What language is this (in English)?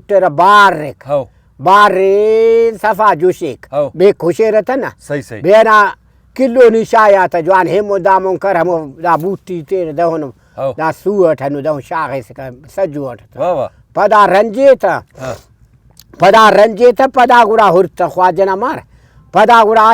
Brahui